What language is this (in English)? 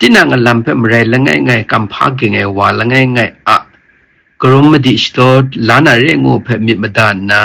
Kachin